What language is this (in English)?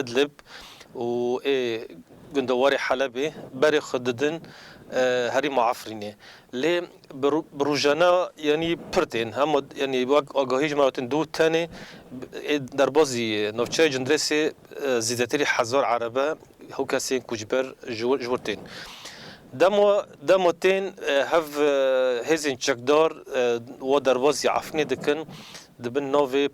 Kurdish